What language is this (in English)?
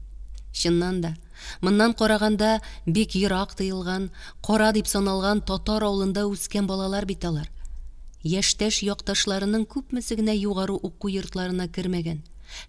Tatar